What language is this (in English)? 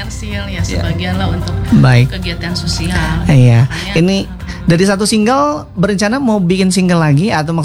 Indonesian